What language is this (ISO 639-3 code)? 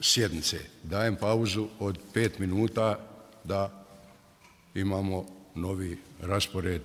bos